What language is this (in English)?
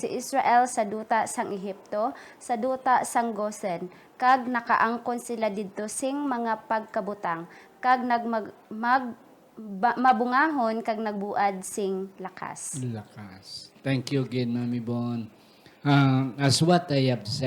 Hiligaynon